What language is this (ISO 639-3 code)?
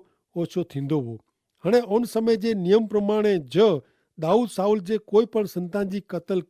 kfr